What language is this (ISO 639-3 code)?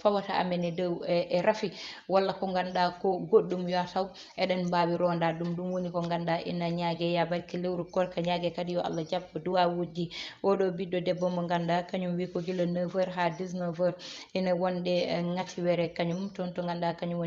ful